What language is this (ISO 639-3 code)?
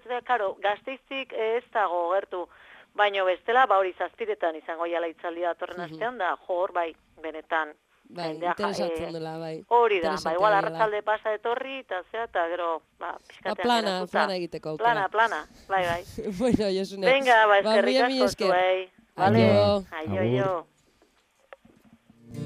eus